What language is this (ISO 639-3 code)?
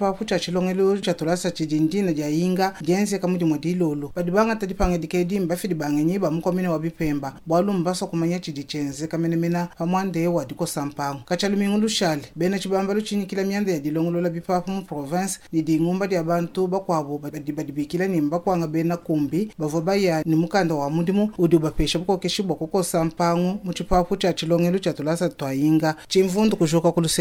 lua